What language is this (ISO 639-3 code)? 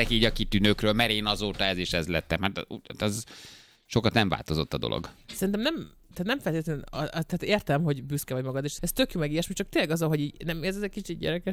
hun